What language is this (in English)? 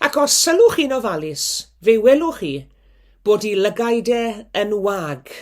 Welsh